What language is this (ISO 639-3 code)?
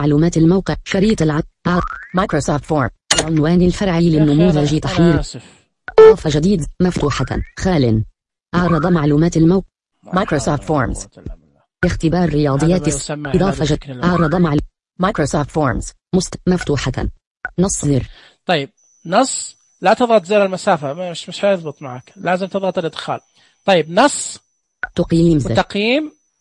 ars